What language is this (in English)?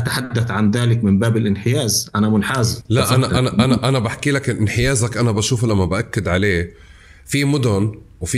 North Levantine Arabic